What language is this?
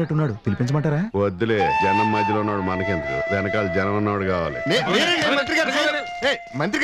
Telugu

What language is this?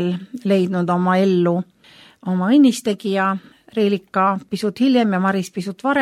Estonian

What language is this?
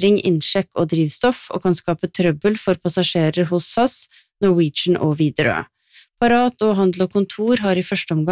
Norwegian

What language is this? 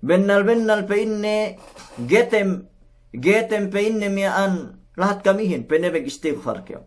Yakan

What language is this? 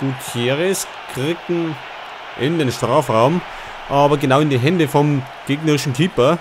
Bavarian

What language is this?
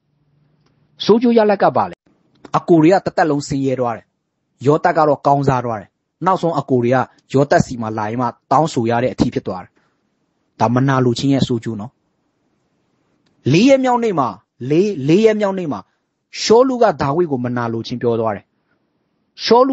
Burmese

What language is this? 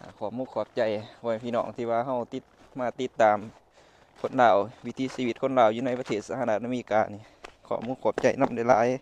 Lao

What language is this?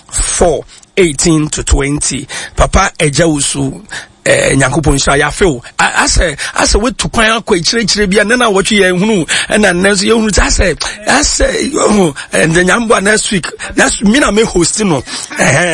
Akan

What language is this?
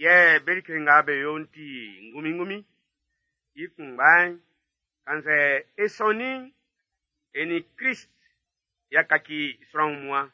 Baoulé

